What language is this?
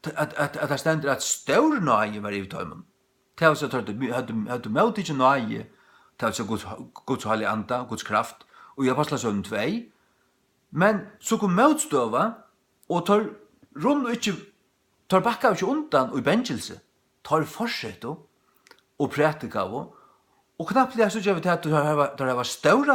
Faroese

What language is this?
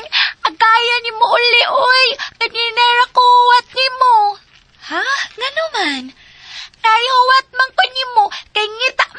Cebuano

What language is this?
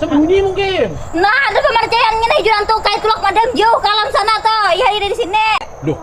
Banjar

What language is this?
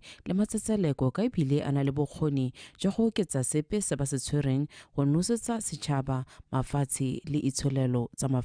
Tswana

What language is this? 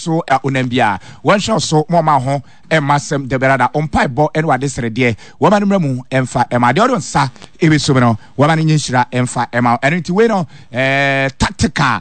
Akan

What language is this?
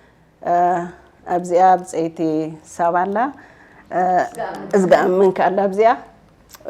Tigrinya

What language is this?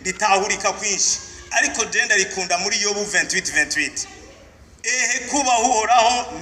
Rundi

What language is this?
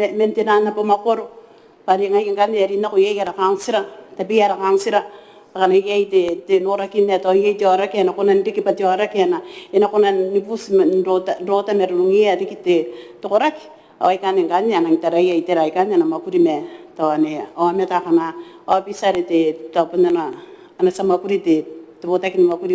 Gilbertese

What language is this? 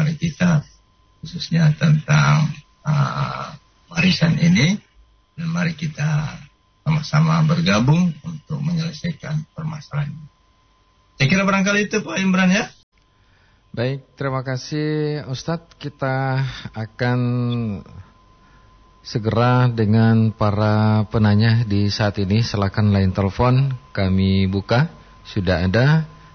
Indonesian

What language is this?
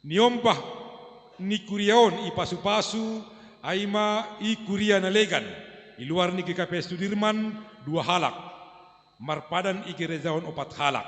Batak Simalungun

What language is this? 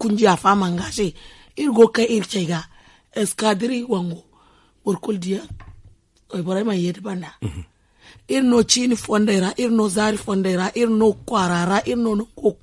Zarma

